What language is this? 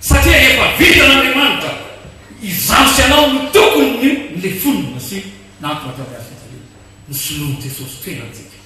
Malagasy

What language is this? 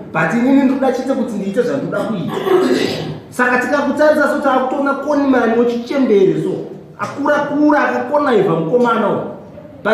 Shona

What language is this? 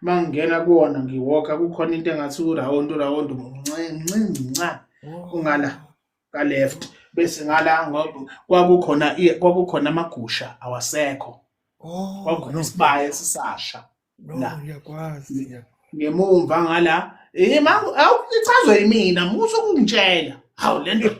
Zulu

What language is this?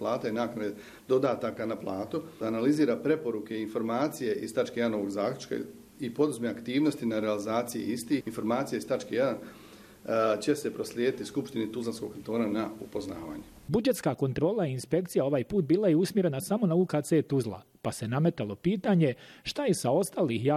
Bosnian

